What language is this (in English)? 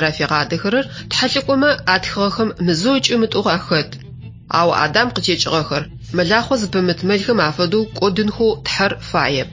Adyghe